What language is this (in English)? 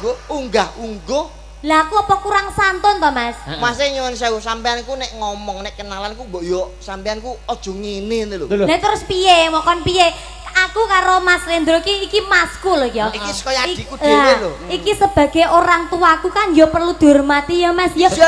Javanese